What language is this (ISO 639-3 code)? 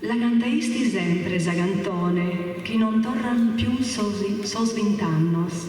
srd